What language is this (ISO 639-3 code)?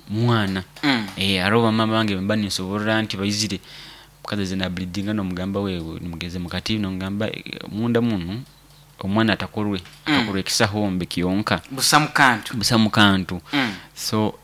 nyo